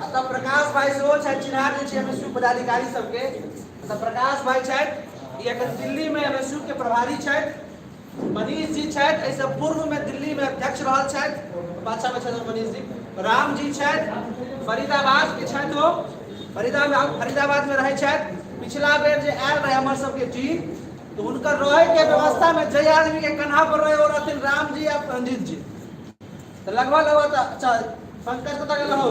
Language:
Maithili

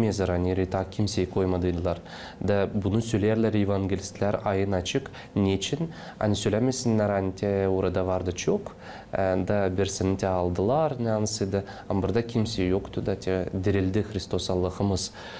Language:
Gagauz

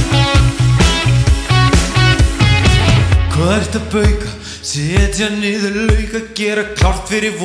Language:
Icelandic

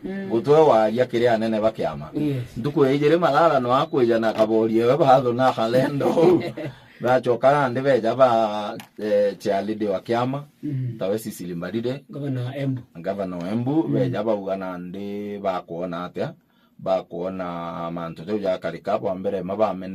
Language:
Meru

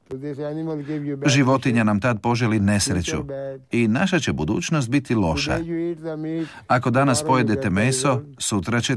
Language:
Croatian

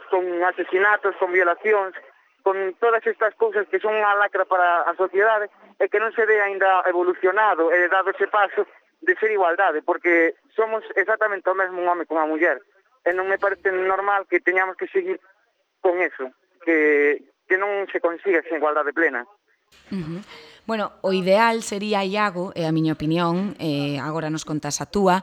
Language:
Galician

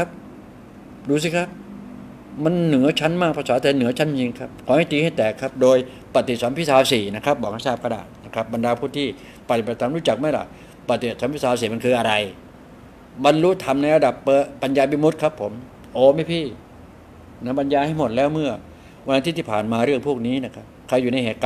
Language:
Thai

